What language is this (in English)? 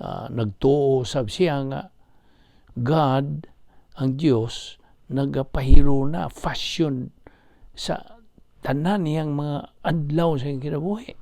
Cebuano